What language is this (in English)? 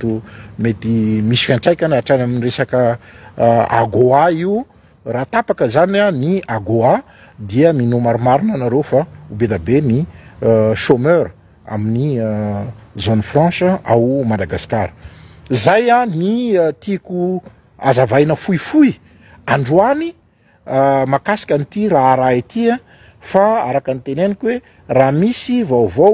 Malagasy